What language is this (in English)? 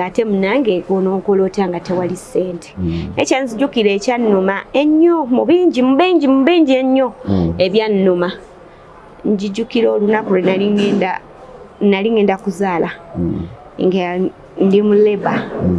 Ganda